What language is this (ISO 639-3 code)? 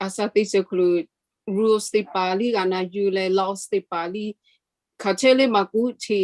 lhu